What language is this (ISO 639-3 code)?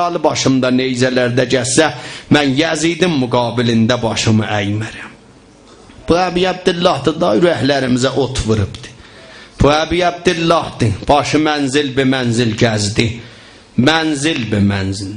azb